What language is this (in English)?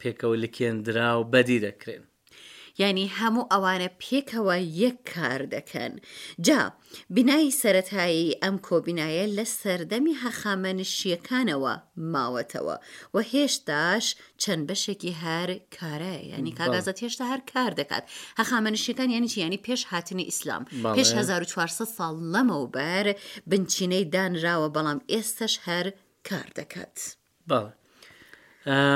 Central Kurdish